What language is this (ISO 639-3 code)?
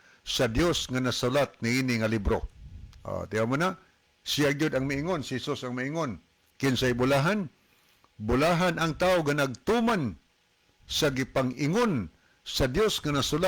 ceb